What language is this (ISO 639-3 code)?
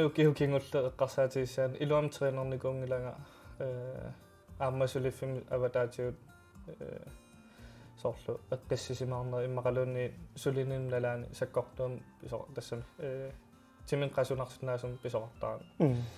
kal